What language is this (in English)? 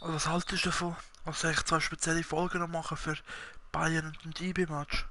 Swiss German